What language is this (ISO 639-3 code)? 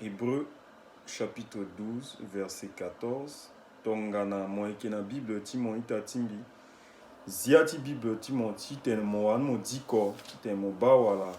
sag